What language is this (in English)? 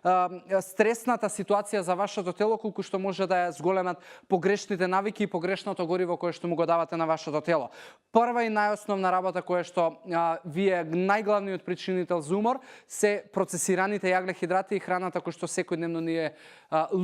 Macedonian